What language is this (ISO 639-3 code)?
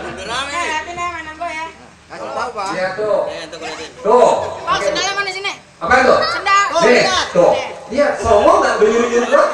bew